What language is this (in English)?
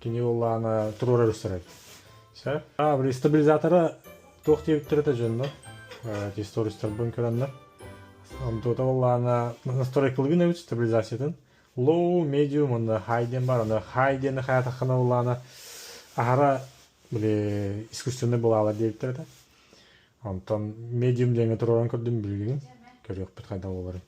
Yakut